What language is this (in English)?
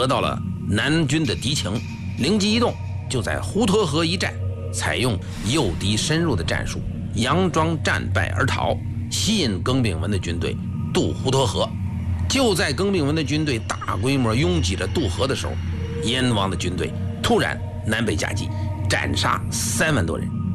Chinese